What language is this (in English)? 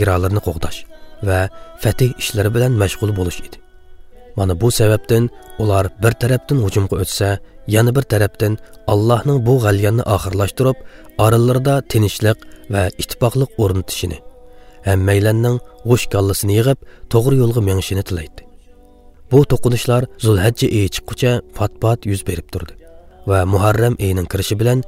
Uyghur